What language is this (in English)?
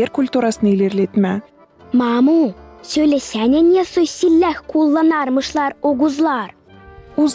Gagauz